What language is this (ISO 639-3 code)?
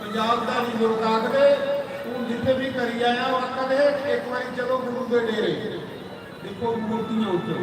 doi